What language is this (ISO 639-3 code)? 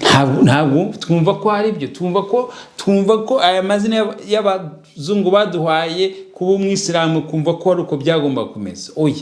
kin